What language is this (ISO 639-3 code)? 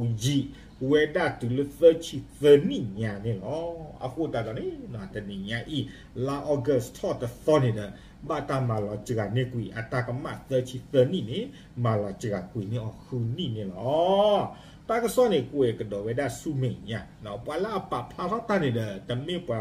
ksw